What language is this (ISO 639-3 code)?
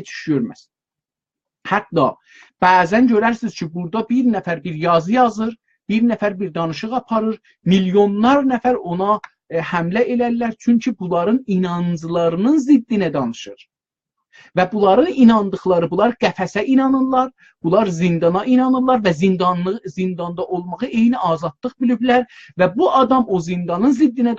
azb